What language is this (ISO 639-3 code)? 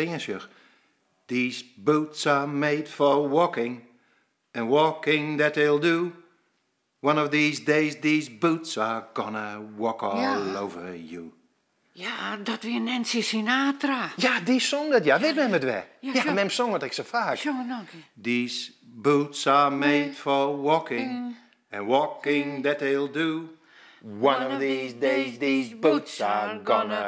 fry